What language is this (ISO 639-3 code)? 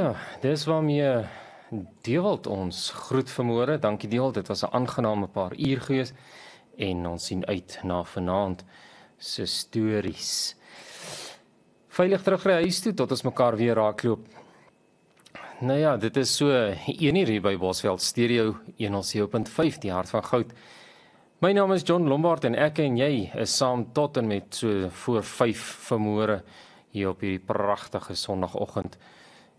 afr